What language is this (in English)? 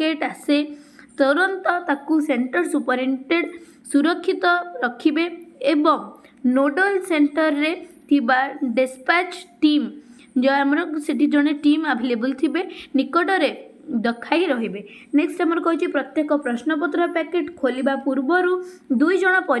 Odia